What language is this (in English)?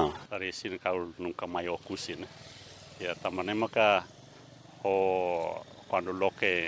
Tetum